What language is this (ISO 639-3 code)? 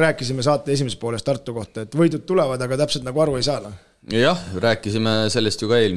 est